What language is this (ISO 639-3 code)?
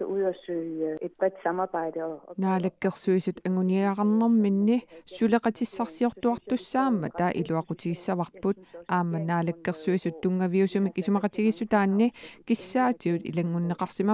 kal